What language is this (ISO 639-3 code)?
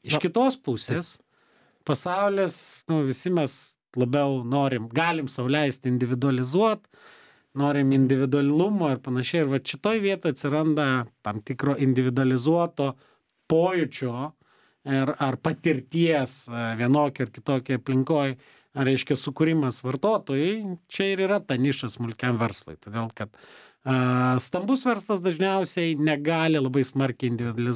lit